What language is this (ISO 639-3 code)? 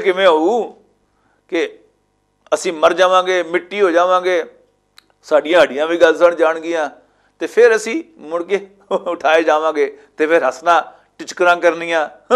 lah